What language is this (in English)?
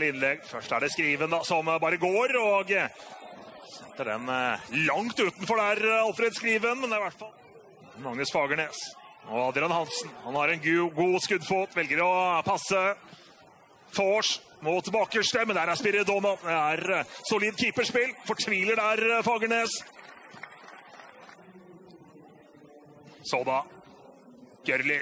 Norwegian